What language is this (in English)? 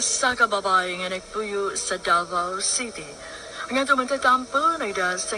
Cebuano